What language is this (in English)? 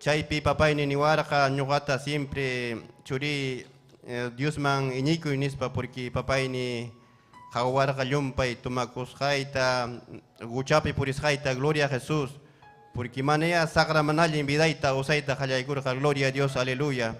Ayacucho Quechua